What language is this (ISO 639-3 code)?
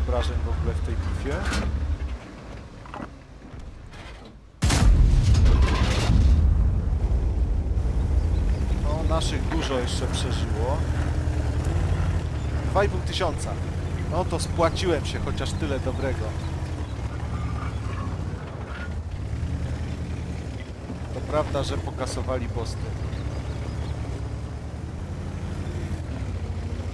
pol